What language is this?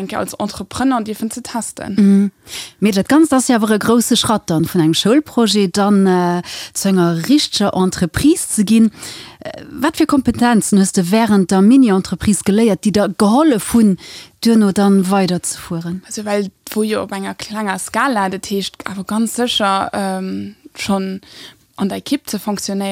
Luxembourgish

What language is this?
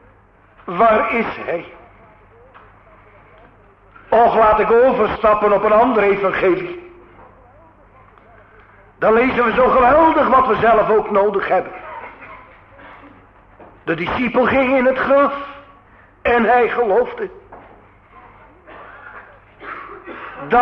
Dutch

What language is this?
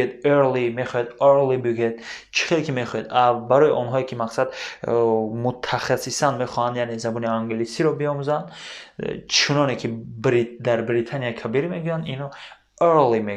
Tajik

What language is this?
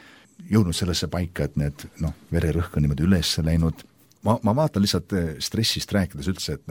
Estonian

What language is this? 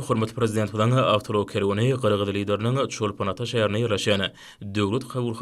Turkmen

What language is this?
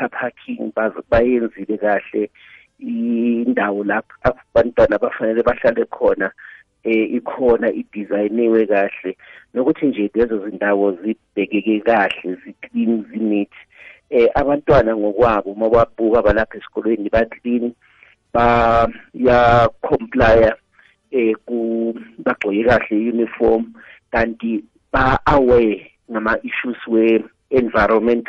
South Ndebele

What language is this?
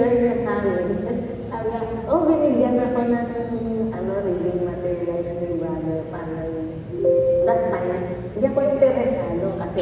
Filipino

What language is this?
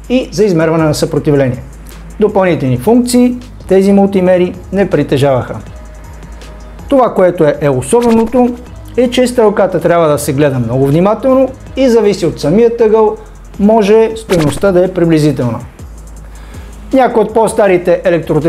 Bulgarian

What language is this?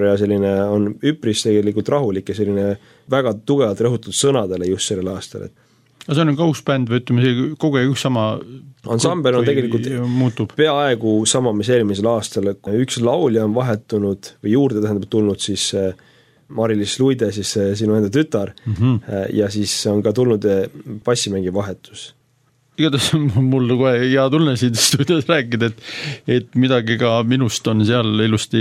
Estonian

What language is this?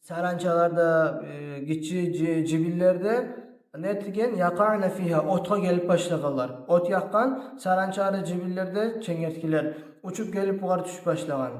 Kumyk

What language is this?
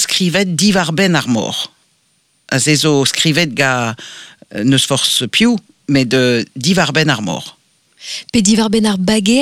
Breton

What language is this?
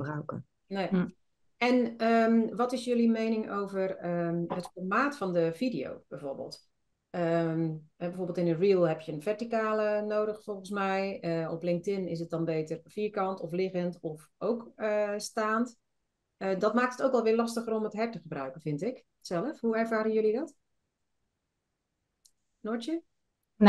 Dutch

